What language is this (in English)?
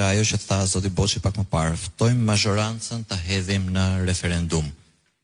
Albanian